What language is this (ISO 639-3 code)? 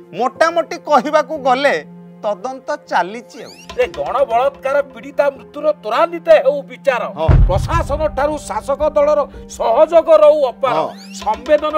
ori